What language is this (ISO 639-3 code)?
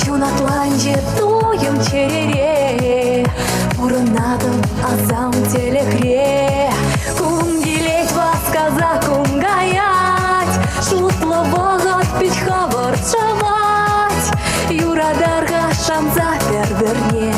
chv